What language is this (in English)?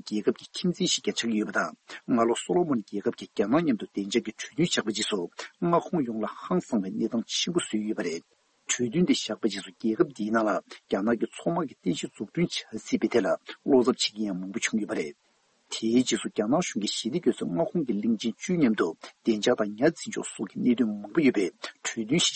Tibetan